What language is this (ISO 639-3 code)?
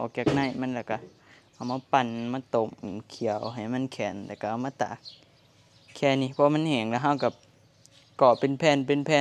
tts